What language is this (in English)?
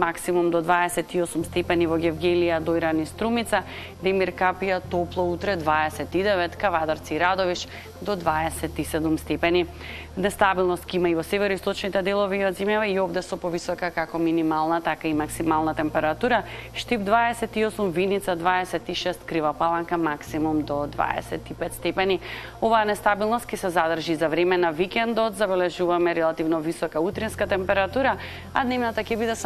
Macedonian